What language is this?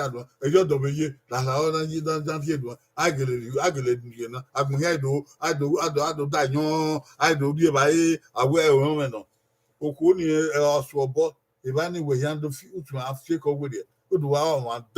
Bini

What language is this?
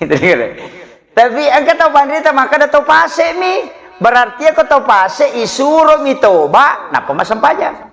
Buginese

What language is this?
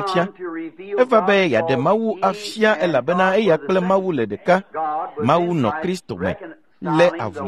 Ewe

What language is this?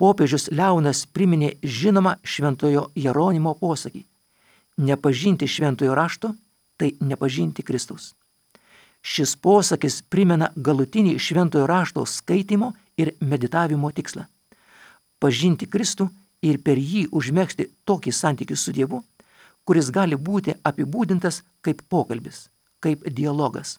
Lithuanian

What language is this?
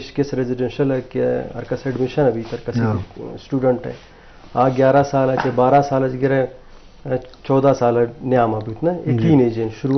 Eastern Balochi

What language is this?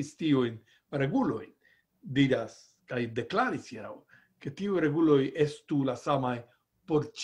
Esperanto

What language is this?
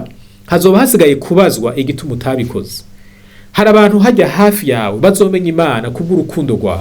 Rundi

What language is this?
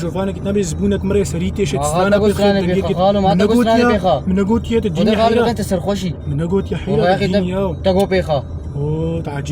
Kurdish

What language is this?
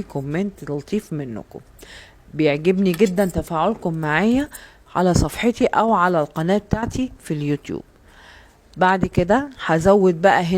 Egyptian Arabic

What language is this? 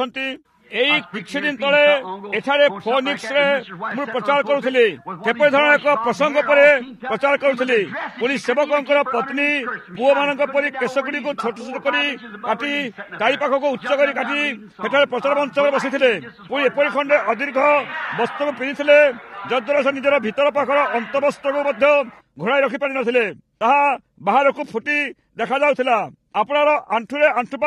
Odia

